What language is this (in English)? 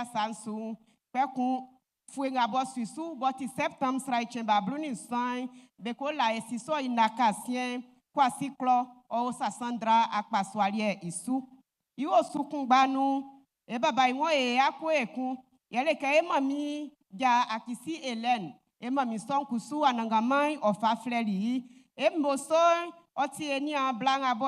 Baoulé